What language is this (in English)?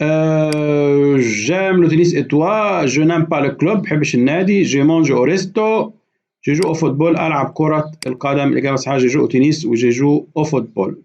Egyptian Arabic